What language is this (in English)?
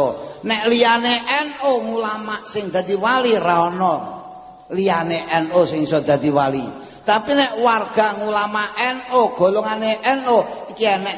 Javanese